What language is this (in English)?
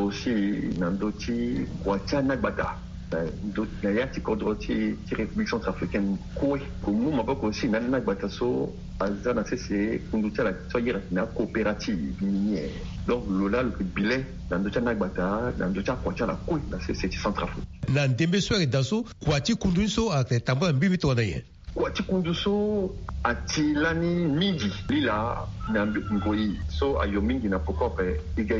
Sango